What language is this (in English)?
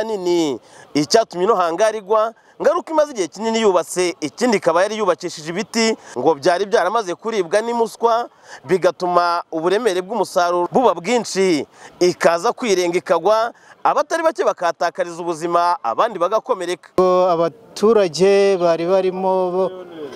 Kinyarwanda